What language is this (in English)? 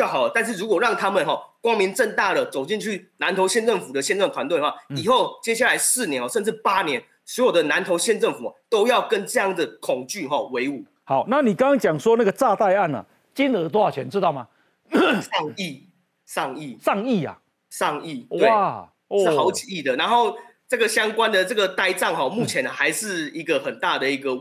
Chinese